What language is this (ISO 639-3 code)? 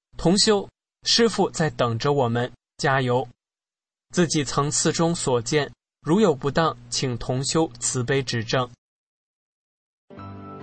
zho